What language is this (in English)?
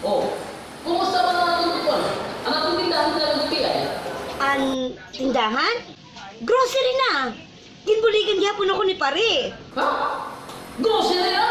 Waray